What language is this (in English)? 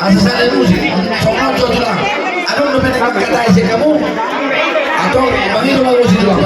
Batak Toba